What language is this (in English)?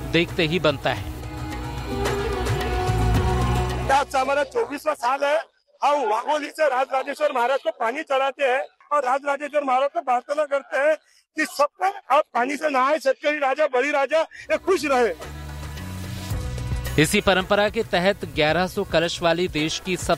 Hindi